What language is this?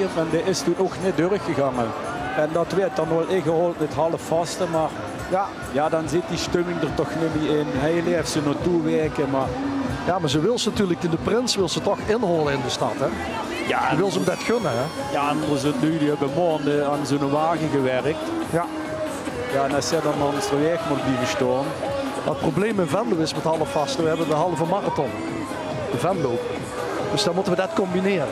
Limburgish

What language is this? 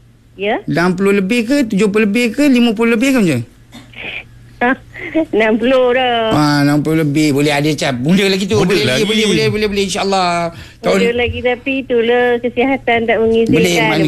Malay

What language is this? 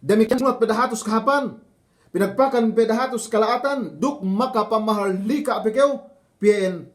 Yakan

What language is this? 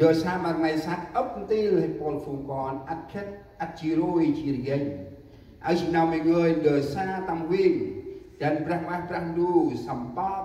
Central Mnong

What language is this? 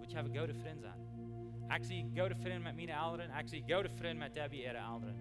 Plautdietsch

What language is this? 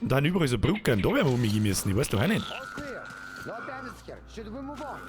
Bavarian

